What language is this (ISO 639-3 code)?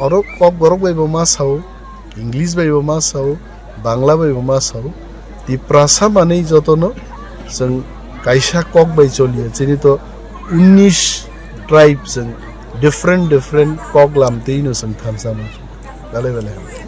trp